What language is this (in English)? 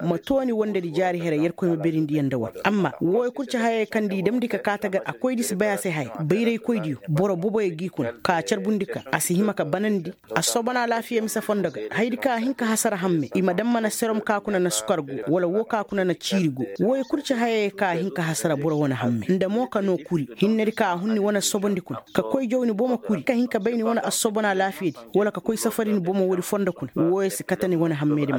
Koyraboro Senni